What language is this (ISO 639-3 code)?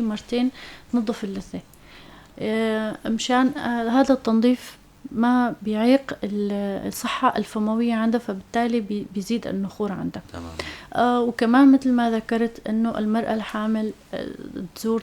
apc